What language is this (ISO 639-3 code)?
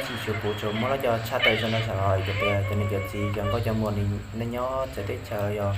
hmn